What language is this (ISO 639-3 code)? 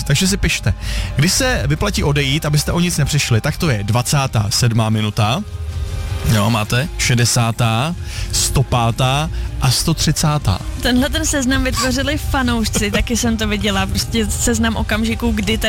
ces